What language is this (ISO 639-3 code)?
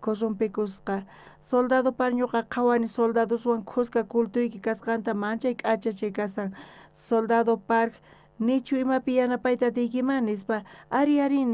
quh